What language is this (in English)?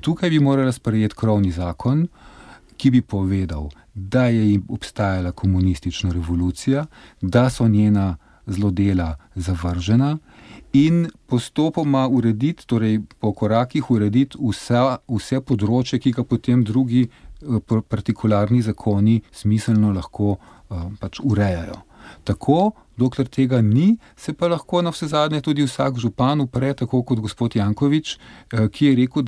Slovenian